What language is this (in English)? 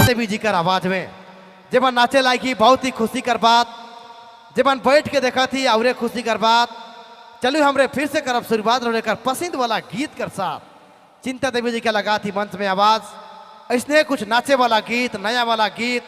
Sadri